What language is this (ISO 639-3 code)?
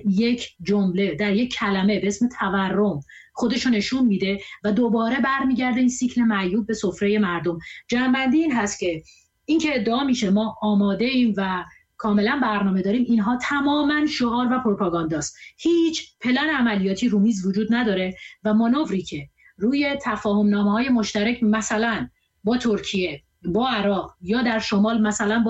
fas